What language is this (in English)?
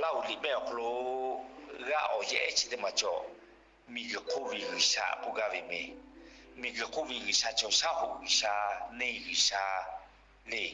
Lahu